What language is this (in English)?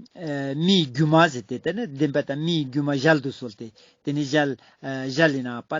Ladakhi